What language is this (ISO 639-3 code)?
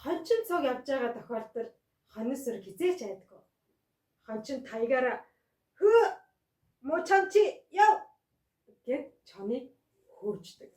mon